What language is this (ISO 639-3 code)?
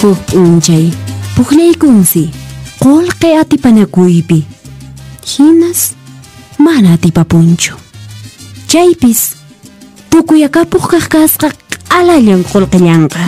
que